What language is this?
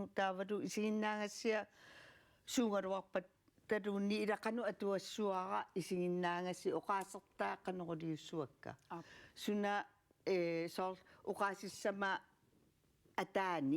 Kalaallisut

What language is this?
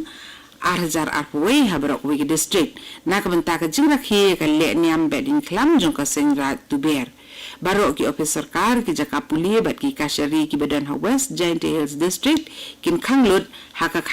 Khasi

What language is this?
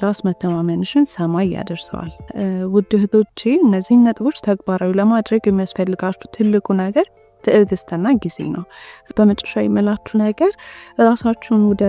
Amharic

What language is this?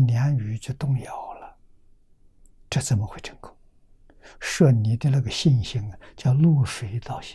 Chinese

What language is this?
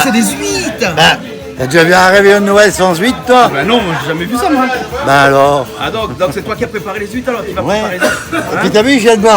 Réunion Creole French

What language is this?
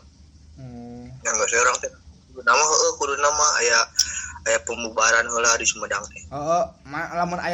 Sundanese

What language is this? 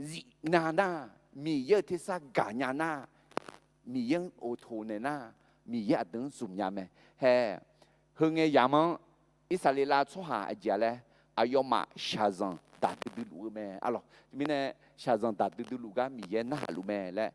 Akha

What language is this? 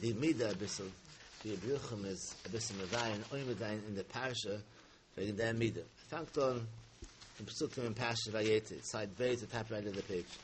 Yiddish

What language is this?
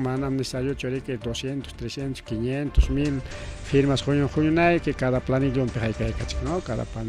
Ayacucho Quechua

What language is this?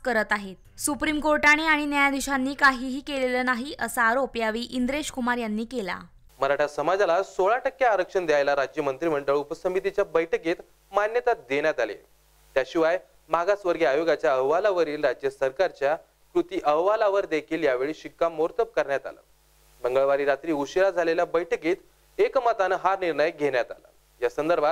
Marathi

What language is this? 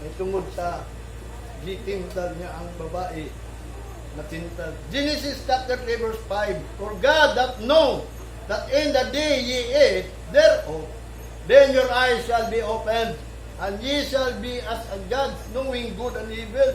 Cebuano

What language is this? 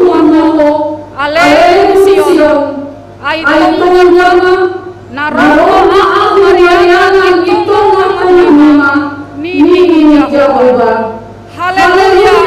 Batak Simalungun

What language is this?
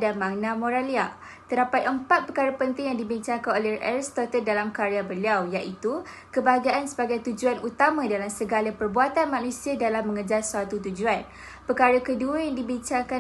Malay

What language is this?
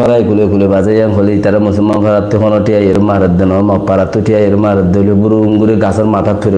Rohingya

